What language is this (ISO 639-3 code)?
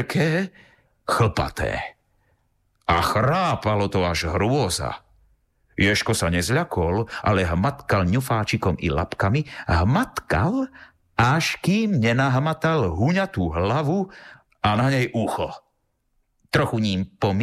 slk